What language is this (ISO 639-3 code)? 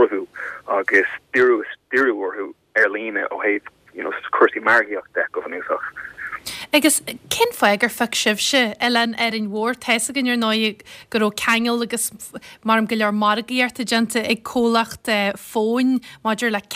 gle